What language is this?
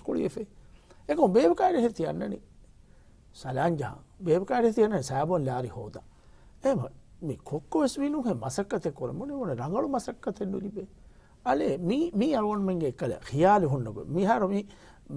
Divehi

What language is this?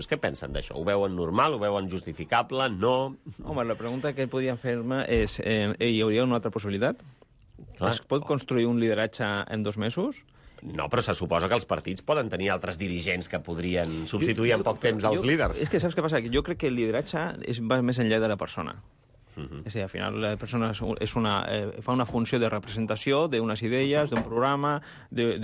Catalan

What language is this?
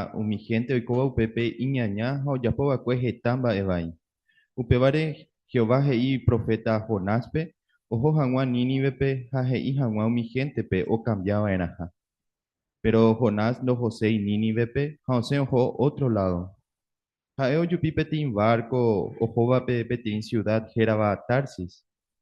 Guarani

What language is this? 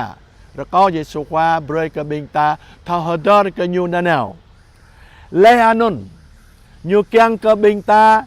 Jarai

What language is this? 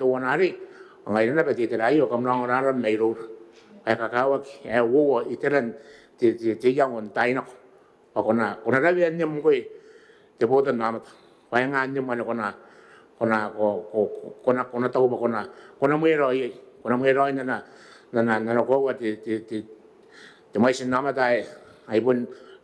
Gilbertese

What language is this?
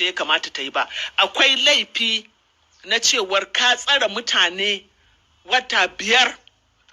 Hausa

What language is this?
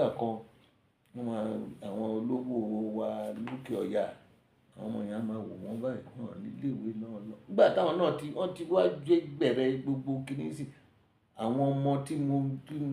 Yoruba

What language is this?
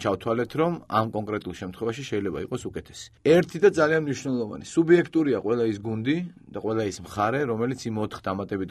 Georgian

